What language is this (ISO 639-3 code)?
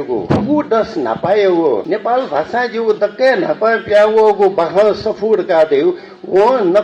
new